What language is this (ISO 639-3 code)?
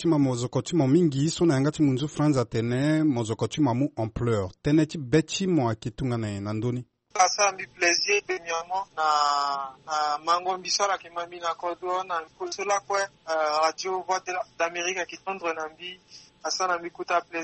sag